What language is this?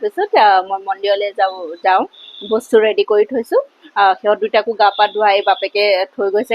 Assamese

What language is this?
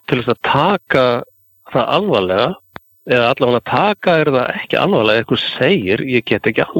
Icelandic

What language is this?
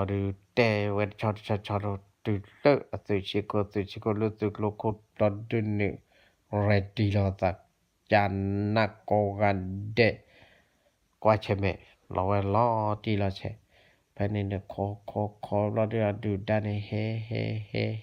S'gaw Karen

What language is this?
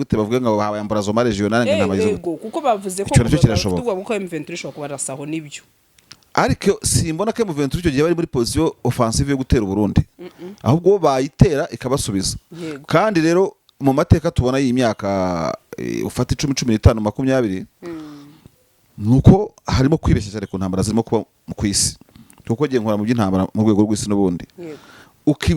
Kinyarwanda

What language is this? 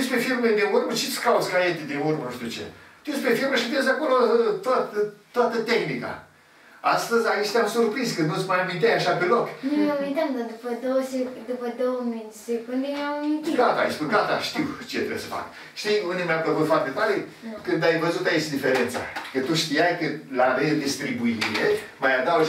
Romanian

